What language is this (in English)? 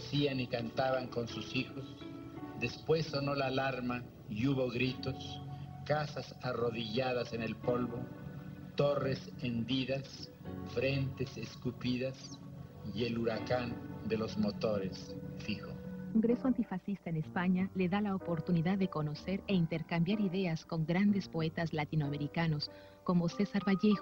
Spanish